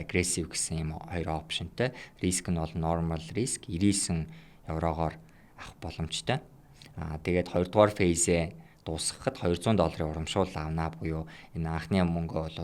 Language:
Mongolian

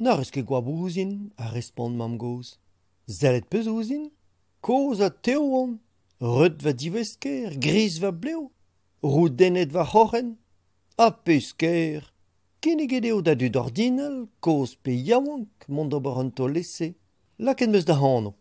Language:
Breton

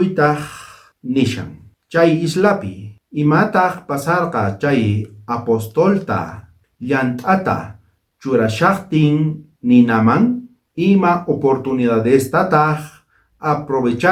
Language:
South Bolivian Quechua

